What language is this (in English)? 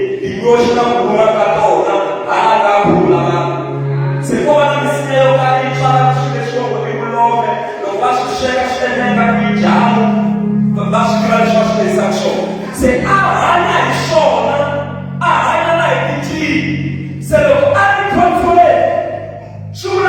Tsonga